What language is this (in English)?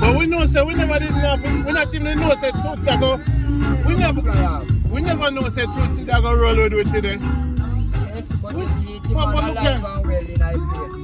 Jamaican Creole English